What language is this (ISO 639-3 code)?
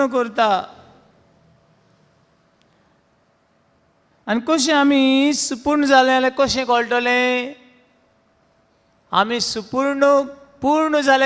kok